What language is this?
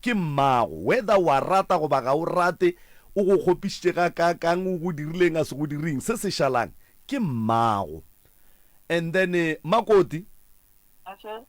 Northern Sotho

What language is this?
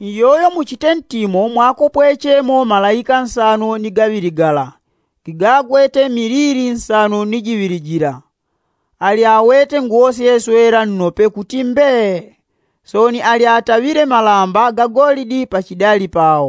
Yao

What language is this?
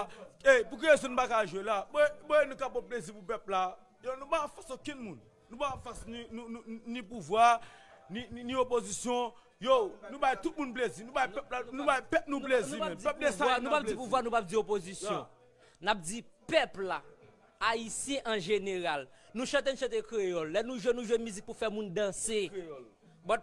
Haitian Creole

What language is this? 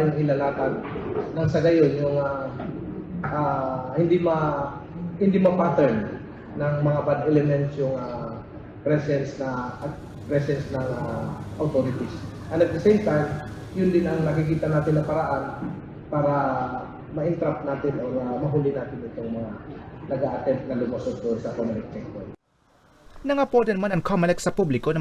Bikol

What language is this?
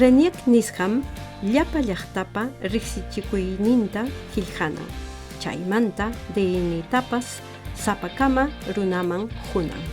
Quechua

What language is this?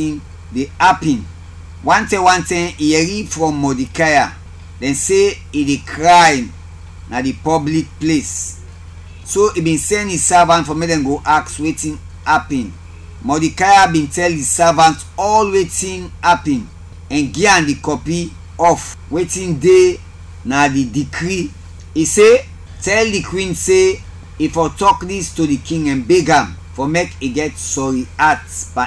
Krio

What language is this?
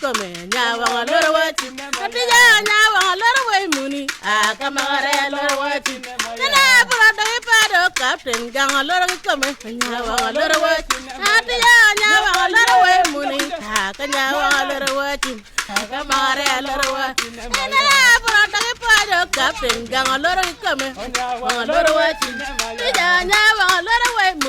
Acoli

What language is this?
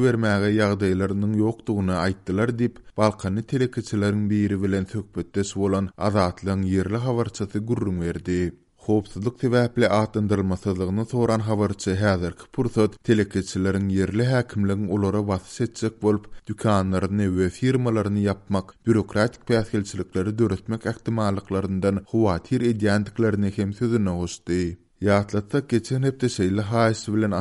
Turkmen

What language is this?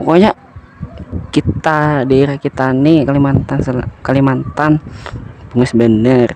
Banjar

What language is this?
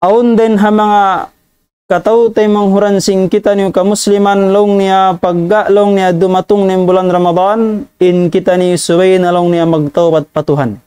Tausug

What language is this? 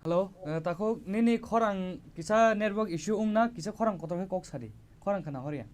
Kok Borok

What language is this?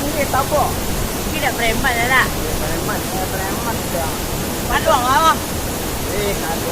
Minangkabau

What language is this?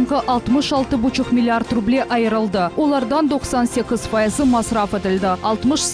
Crimean Tatar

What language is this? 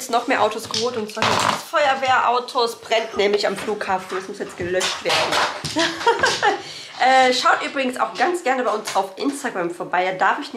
German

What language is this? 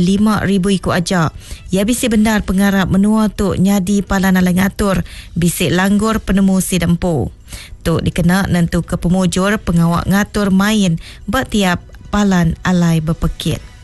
Iban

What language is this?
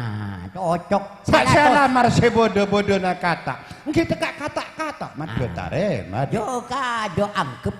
Madurese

